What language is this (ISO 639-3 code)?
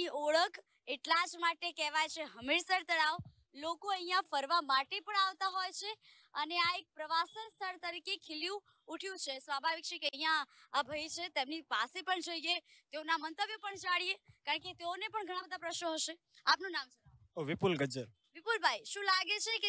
guj